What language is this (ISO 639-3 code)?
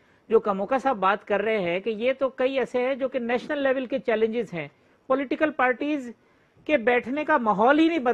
urd